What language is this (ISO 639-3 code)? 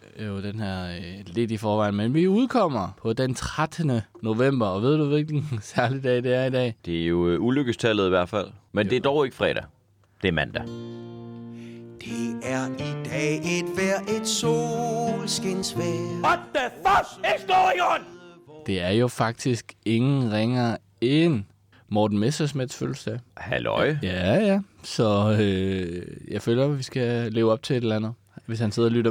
dan